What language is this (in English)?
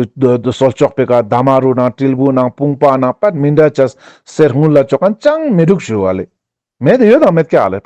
Ladakhi